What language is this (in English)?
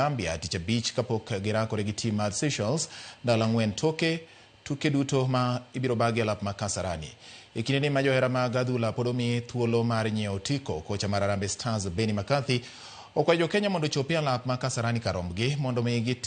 Luo (Kenya and Tanzania)